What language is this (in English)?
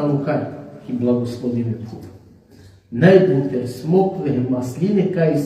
Balkan Romani